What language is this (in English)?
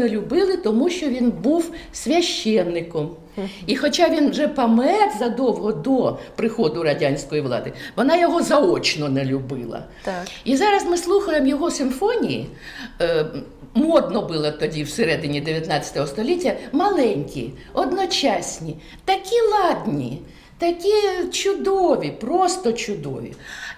Ukrainian